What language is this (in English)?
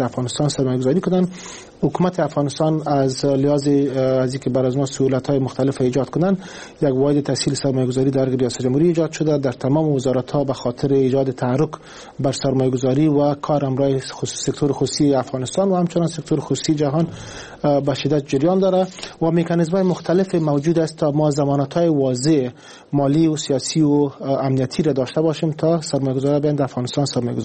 Persian